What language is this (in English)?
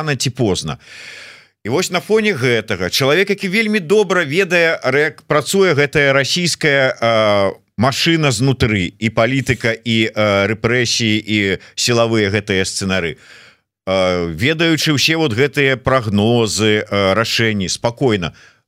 Belarusian